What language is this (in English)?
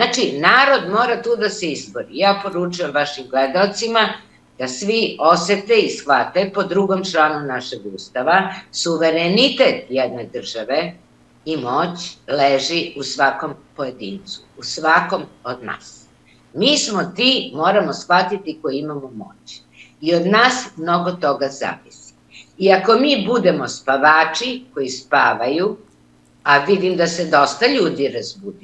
Serbian